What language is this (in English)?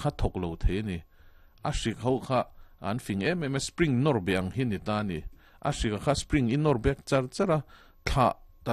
Mizo